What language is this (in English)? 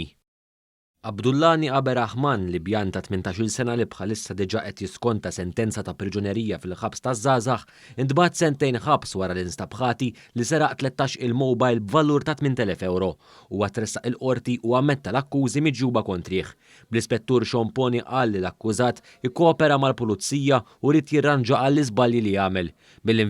Maltese